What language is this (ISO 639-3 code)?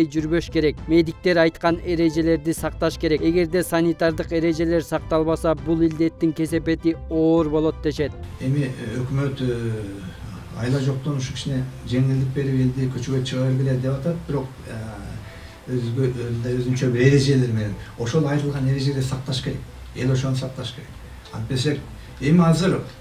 kir